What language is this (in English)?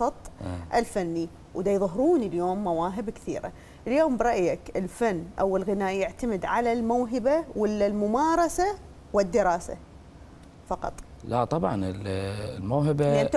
Mesopotamian Arabic